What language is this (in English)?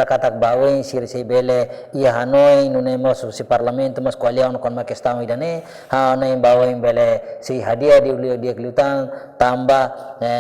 Tetum